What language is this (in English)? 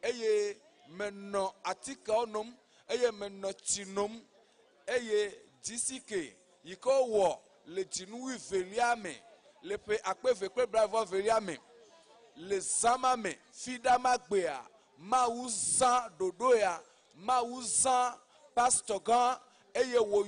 Ewe